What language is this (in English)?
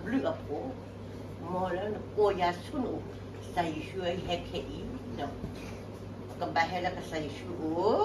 S'gaw Karen